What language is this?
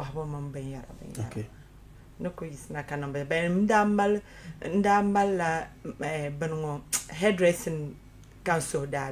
Dagbani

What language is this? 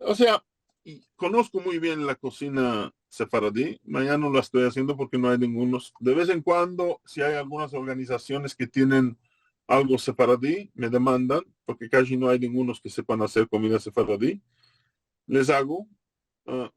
Ladino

